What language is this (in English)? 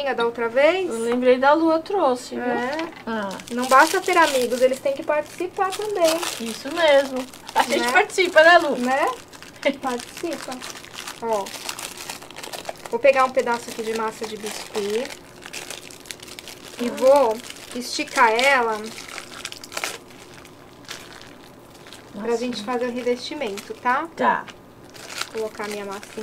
Portuguese